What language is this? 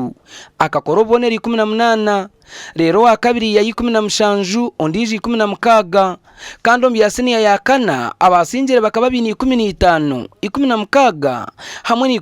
Nyankole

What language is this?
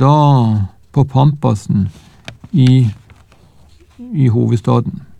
Norwegian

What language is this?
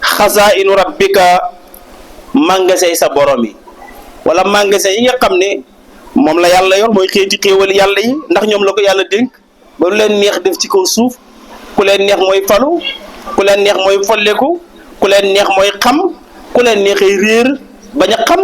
Wolof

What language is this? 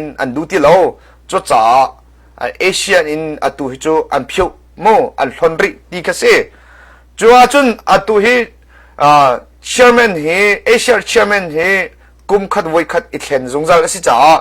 Hakha Chin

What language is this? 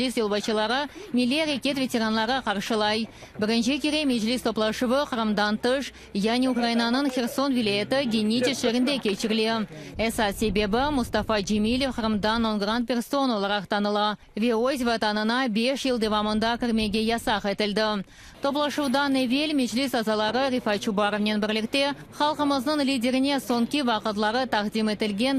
Crimean Tatar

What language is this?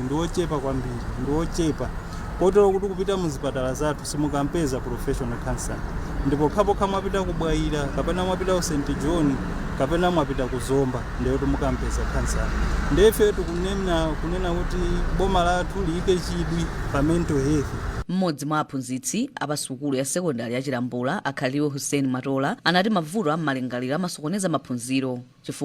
Nyanja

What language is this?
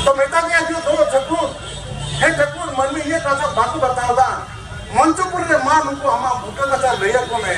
Santali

